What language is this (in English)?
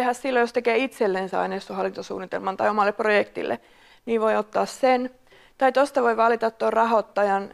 Finnish